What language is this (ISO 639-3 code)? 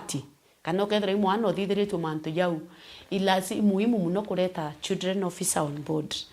mer